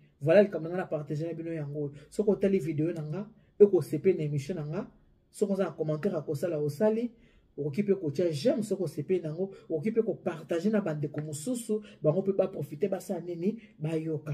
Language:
Lingala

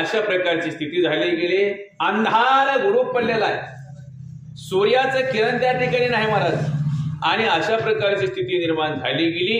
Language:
Marathi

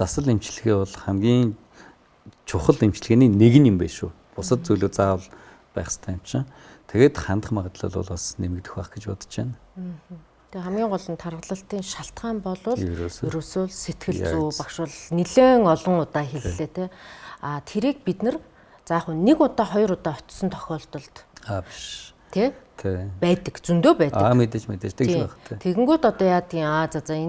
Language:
Mongolian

